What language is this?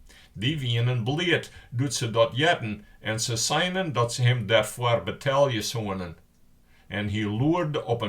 Western Frisian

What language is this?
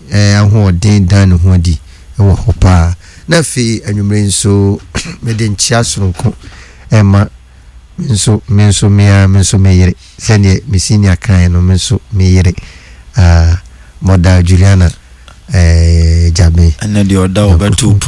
Akan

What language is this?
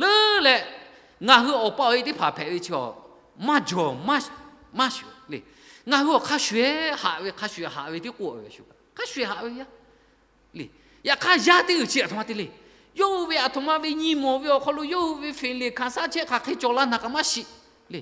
Lahu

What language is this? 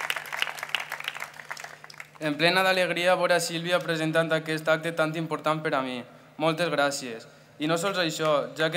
Catalan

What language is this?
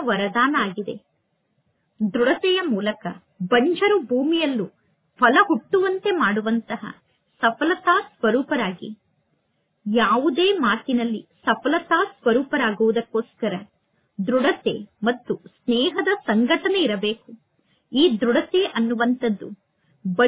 Kannada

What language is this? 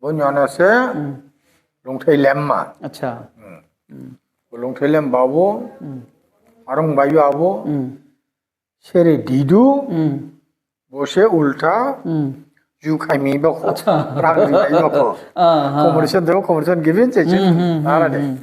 Dimasa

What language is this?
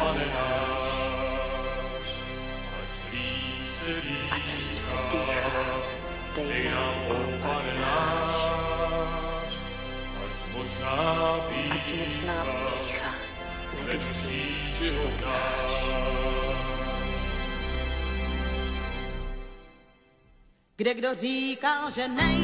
Czech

